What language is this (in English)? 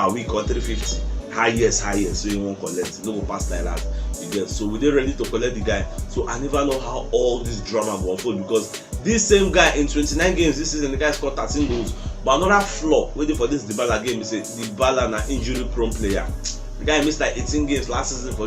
Nigerian Pidgin